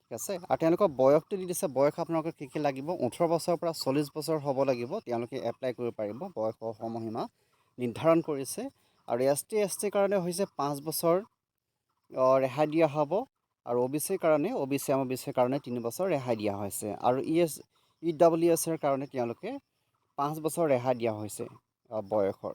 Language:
Assamese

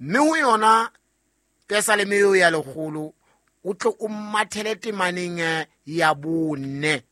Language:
Southern Sotho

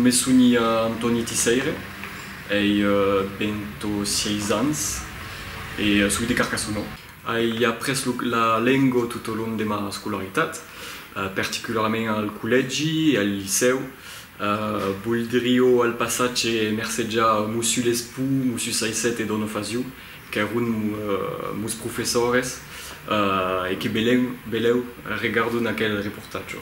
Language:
Occitan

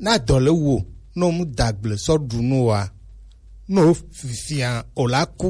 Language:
Gen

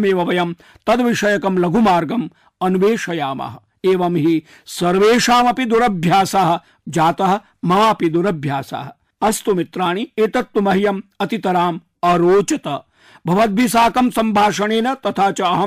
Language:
Sanskrit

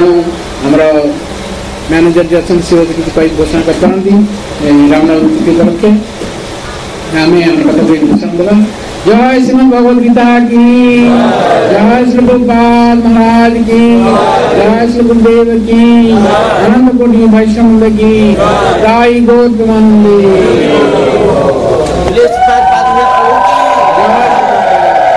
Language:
Odia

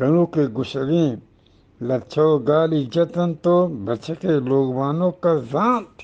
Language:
Eastern Balochi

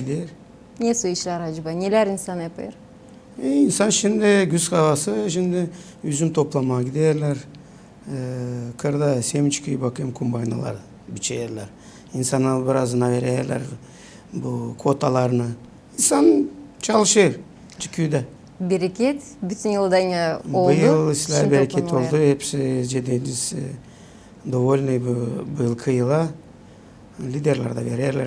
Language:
Gagauz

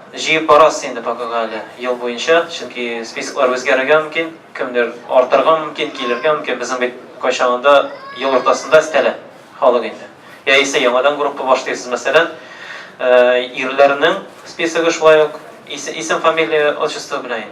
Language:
Tatar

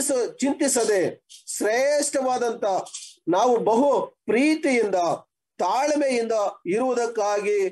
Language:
Kannada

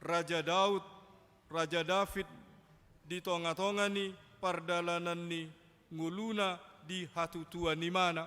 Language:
Batak Toba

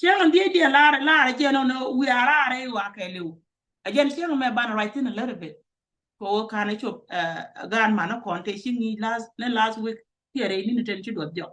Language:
Nuer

